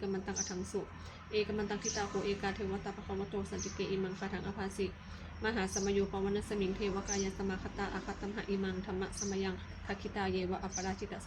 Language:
Pali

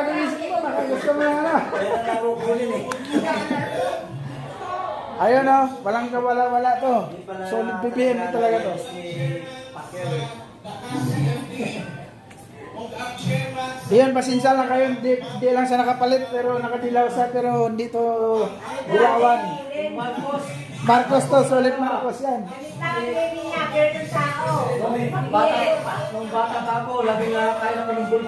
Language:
Filipino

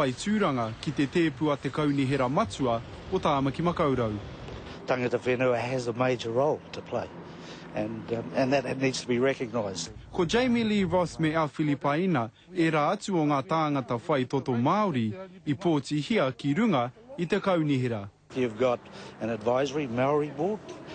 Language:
Māori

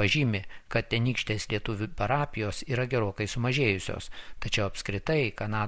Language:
Lithuanian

